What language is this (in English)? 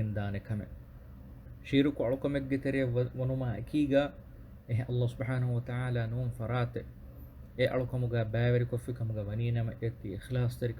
Divehi